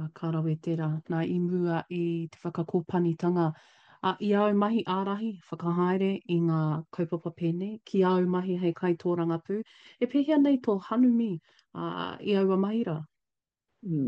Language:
Māori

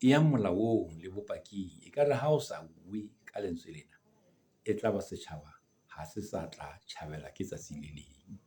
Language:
Southern Sotho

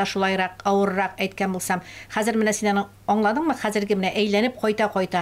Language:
Tatar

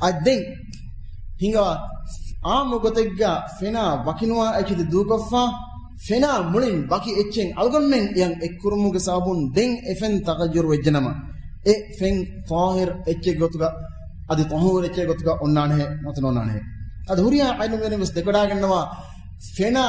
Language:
Divehi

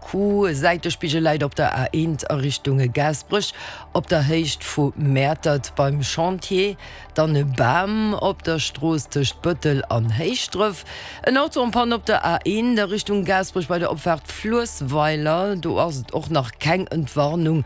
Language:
Luxembourgish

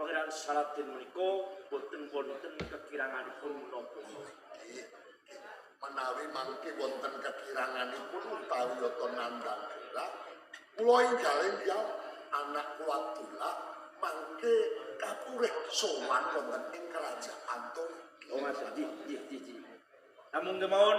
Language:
Javanese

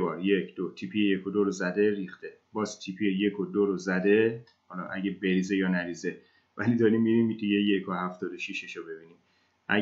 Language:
Persian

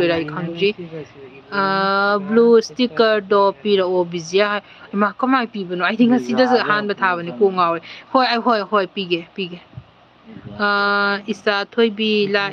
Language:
Manipuri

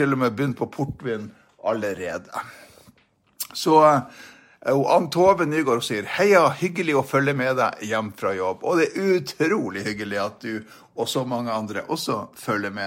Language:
Norwegian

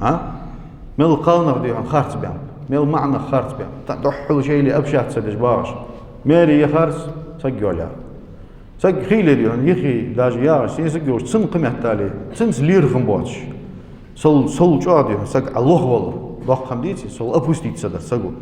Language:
Ingush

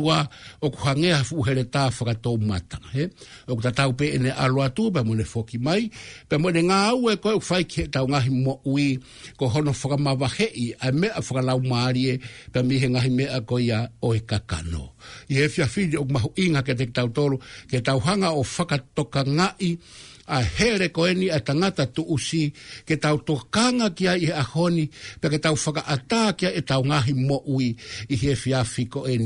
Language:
Tongan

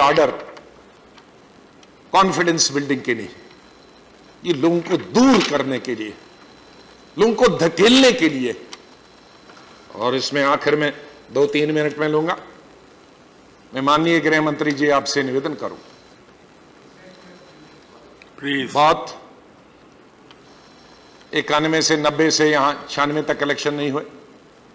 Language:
Hindi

